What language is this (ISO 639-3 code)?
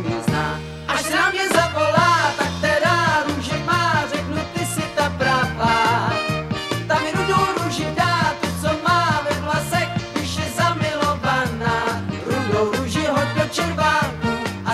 ces